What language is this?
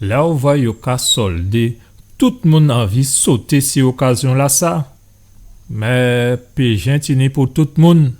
Guadeloupean Creole French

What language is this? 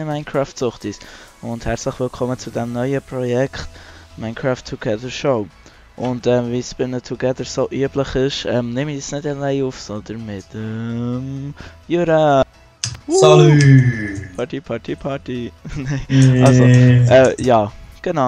Swiss German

